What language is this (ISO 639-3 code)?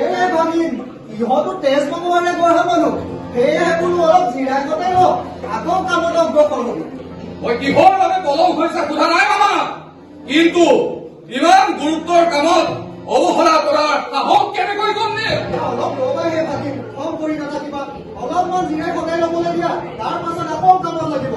asm